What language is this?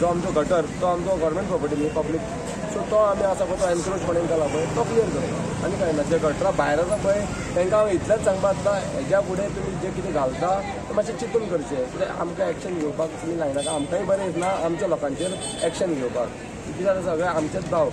Konkani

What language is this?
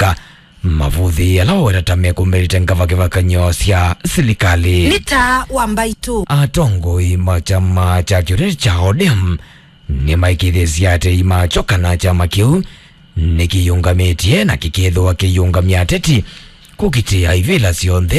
Kamba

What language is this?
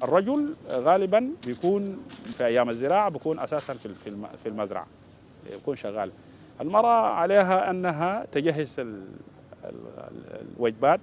Dinka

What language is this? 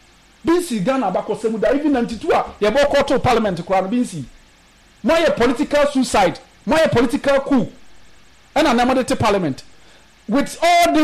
Akan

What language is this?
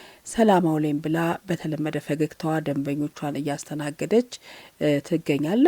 Amharic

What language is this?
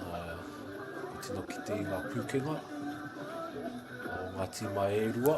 Māori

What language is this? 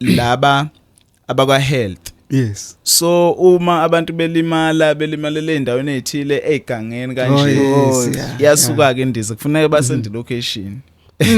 Zulu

